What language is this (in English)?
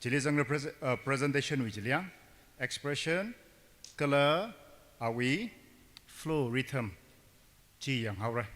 Tangkhul Naga (India)